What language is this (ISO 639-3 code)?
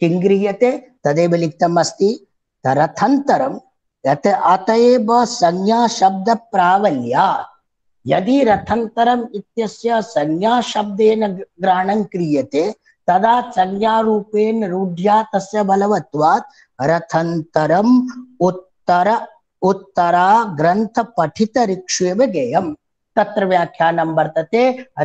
san